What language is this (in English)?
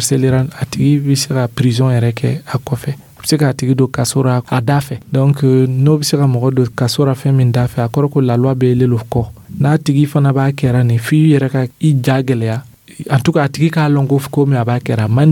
Dyula